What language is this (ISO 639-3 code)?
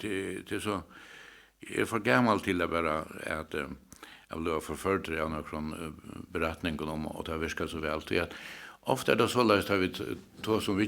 fao